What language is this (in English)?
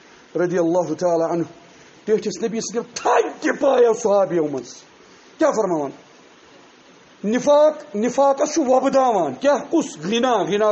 Kashmiri